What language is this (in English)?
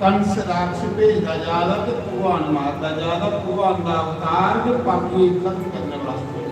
Dogri